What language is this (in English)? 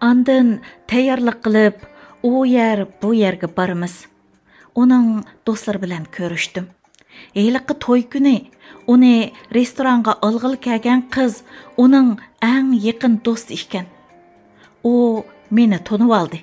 Uyghur